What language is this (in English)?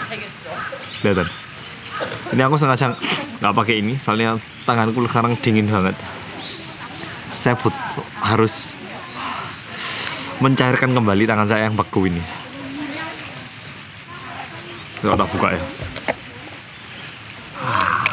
Indonesian